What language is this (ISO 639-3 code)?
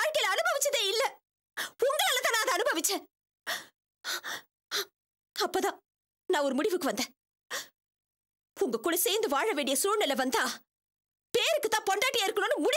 tam